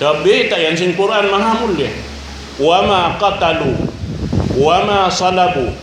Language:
Tausug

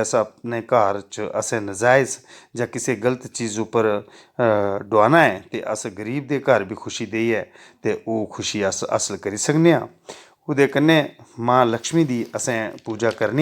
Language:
Dogri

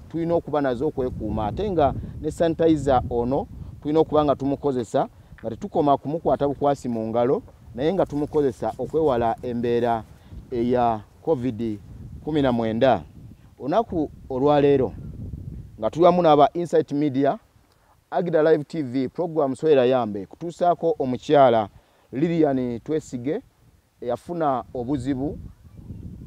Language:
Ganda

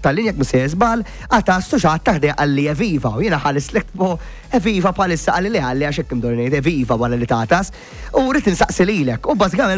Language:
Maltese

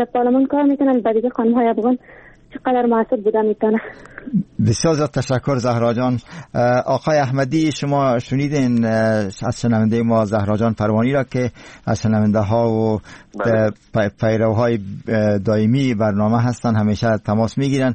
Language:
Persian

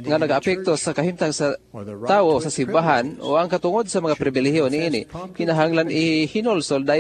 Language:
Cebuano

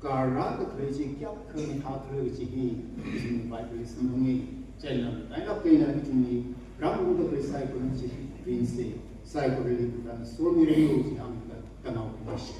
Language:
Tangkhul Naga (India)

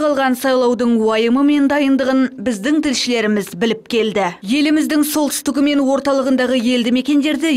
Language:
Kazakh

